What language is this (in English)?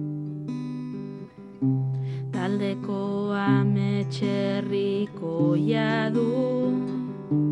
Basque